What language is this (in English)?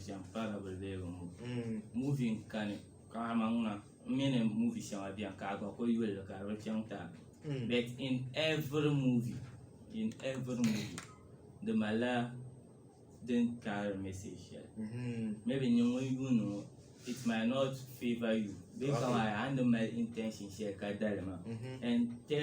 Dagbani